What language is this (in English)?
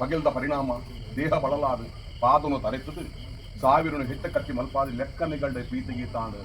Tulu